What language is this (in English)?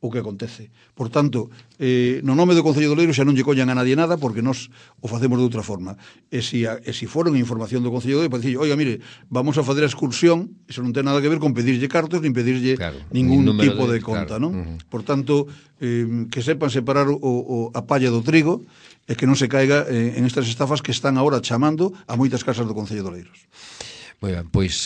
Galician